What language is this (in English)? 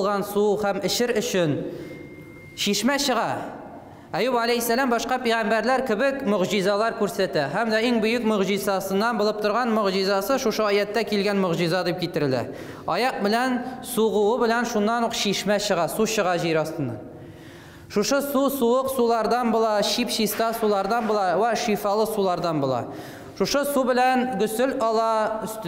Tatar